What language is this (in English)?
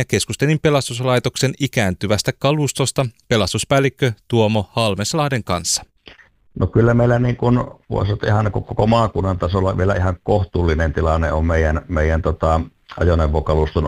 Finnish